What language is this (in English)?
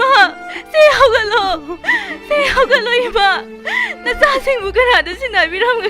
Manipuri